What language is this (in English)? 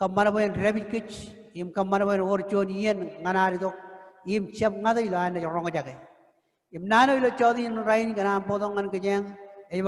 Marshallese